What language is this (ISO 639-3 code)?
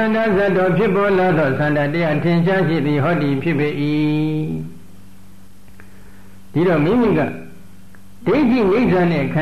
mya